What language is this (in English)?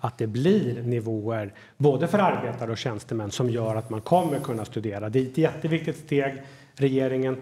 Swedish